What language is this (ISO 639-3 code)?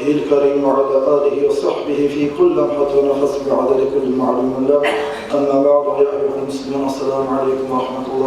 kum